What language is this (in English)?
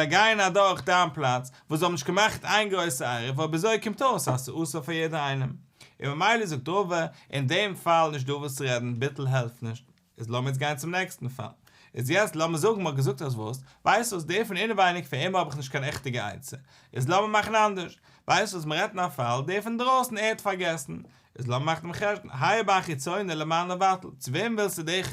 Yiddish